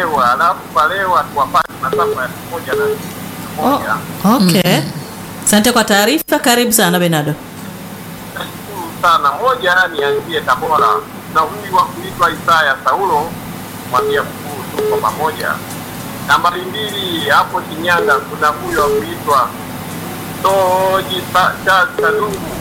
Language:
Swahili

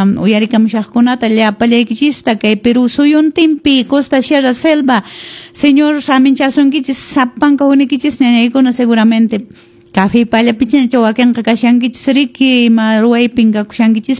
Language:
Quechua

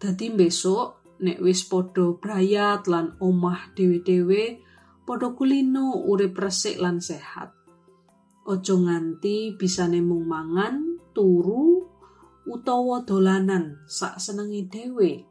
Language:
Javanese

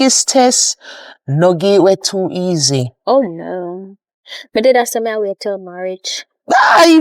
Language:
Jamaican Creole English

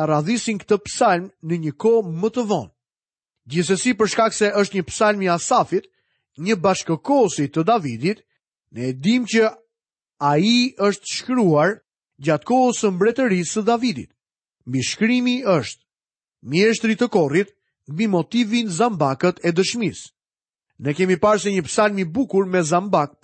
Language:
Albanian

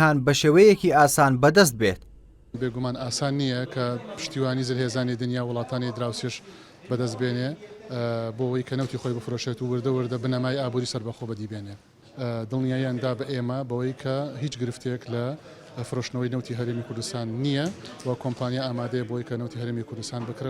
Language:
Central Kurdish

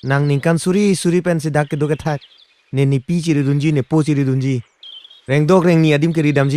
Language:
Karbi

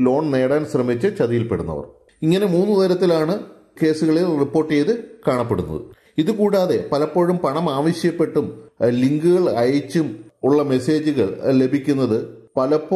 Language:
Malayalam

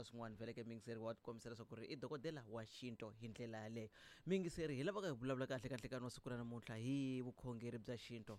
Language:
Tsonga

